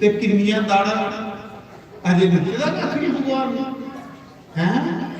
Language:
Dogri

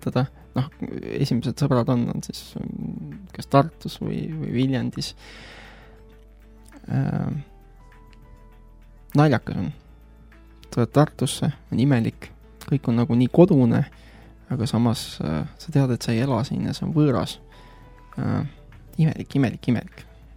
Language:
Estonian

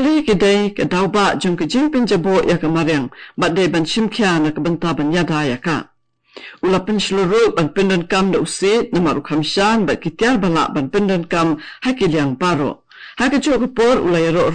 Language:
Khasi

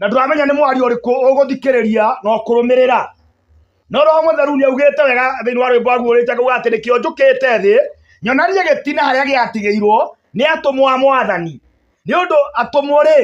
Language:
Kikuyu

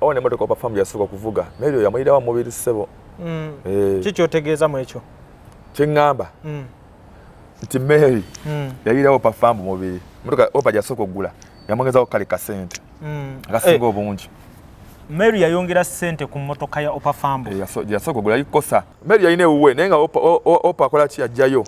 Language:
Ganda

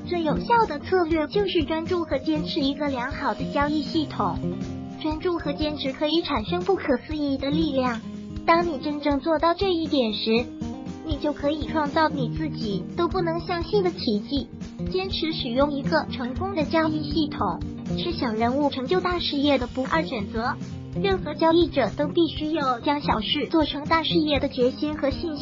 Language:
Chinese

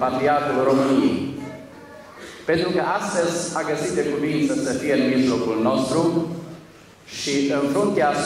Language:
Romanian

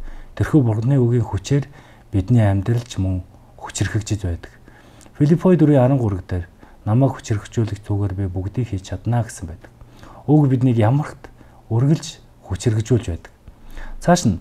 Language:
Mongolian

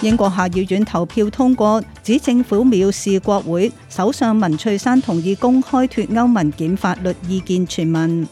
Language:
Cantonese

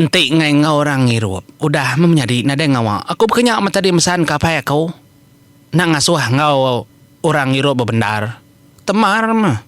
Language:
Iban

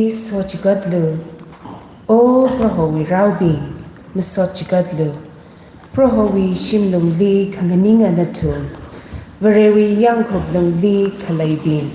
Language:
Tangkhul Naga (India)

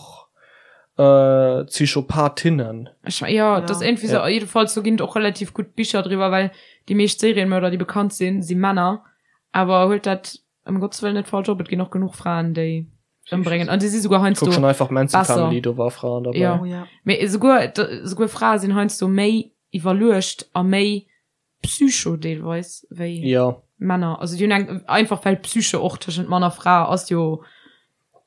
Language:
Luxembourgish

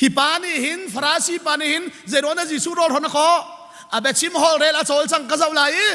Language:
Hakha Chin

